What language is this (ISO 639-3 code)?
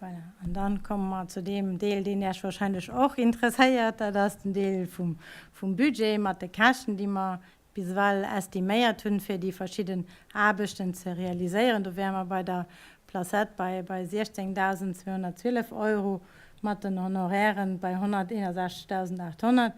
ltz